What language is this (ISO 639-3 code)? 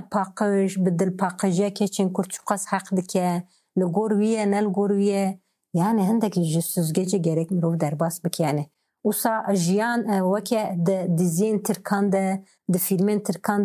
kur